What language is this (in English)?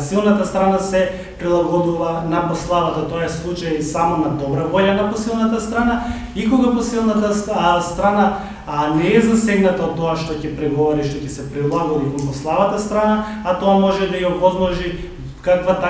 Macedonian